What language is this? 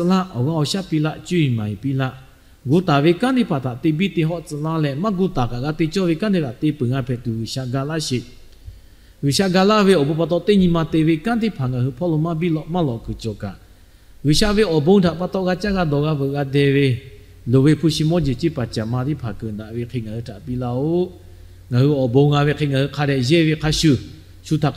Lahu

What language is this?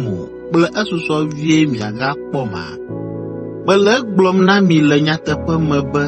Ewe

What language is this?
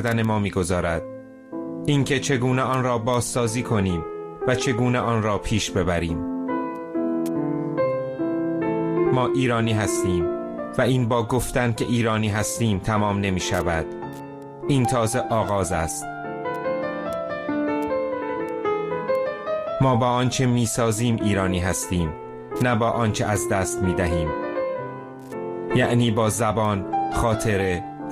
Persian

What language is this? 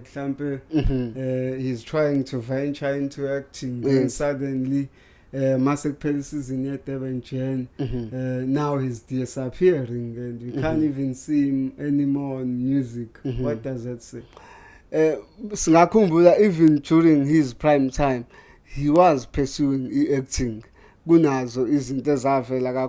Zulu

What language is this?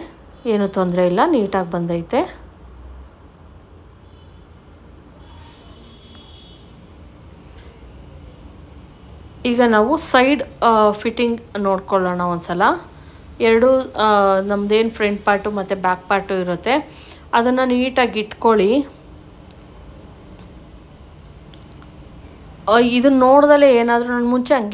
Kannada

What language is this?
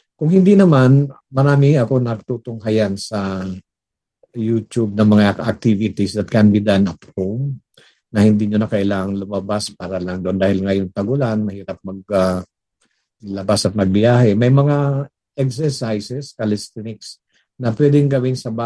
Filipino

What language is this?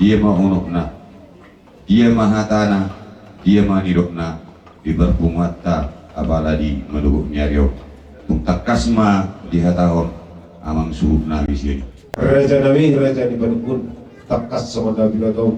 Batak Toba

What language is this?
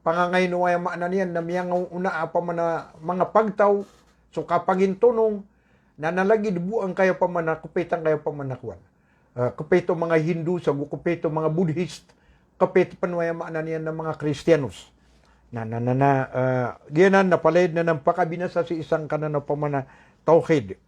Maranao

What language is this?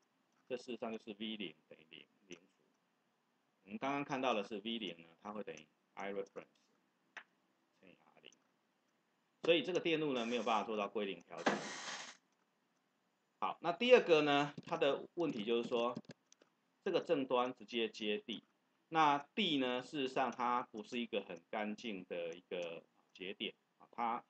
Chinese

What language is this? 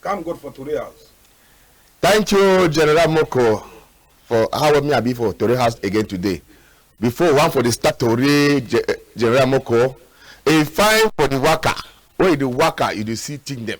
Cameroon Pidgin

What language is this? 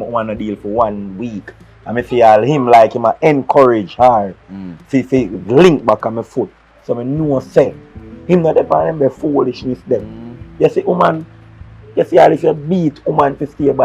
Jamaican Creole English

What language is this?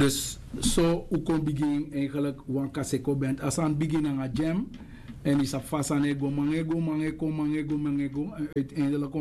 Sranan Tongo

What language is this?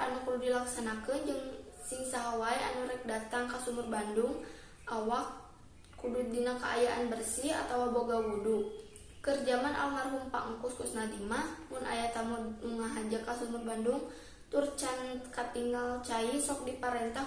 Sundanese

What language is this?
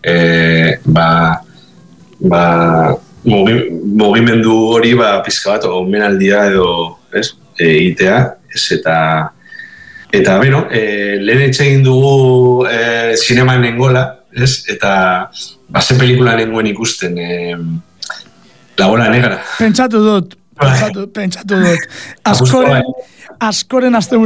Basque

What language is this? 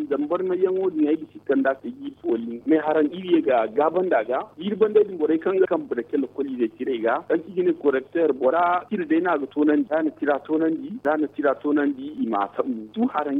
Zarma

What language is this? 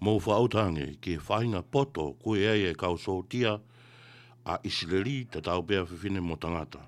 Tongan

